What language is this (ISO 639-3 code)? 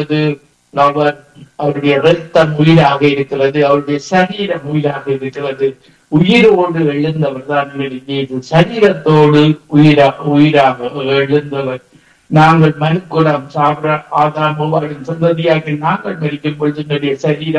tam